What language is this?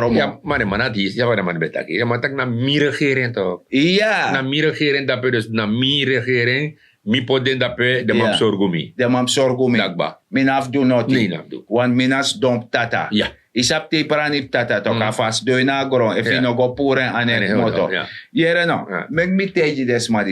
Sranan Tongo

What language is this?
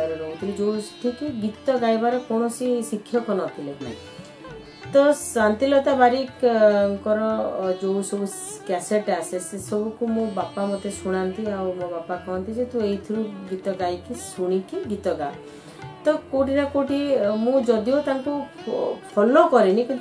Odia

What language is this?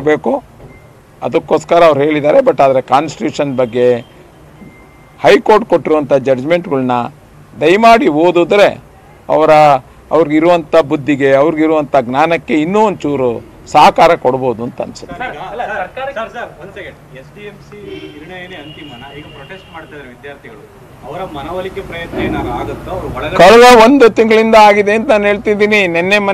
Kannada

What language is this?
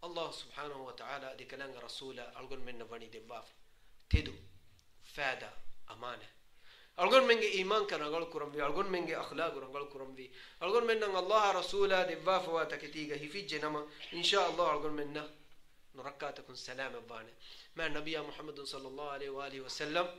Divehi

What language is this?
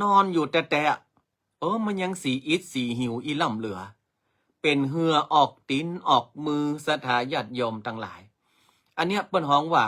Northern Thai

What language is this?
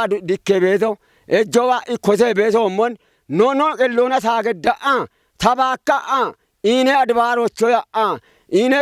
Kafa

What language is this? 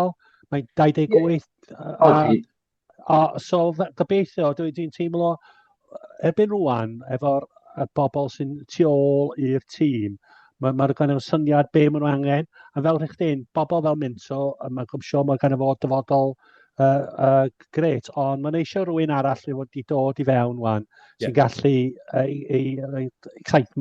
Welsh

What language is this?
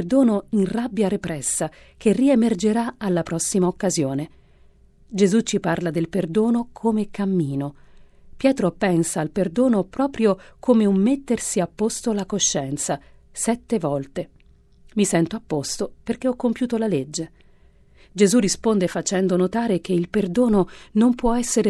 Italian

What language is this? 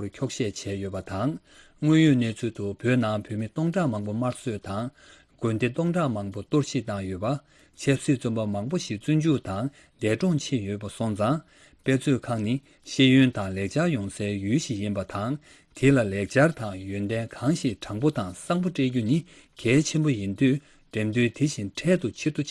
Tibetan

